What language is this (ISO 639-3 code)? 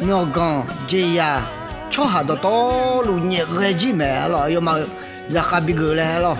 ahk